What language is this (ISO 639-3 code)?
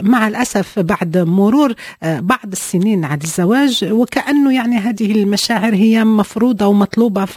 ary